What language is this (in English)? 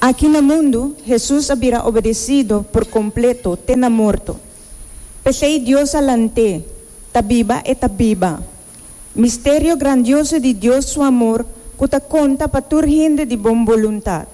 Papiamento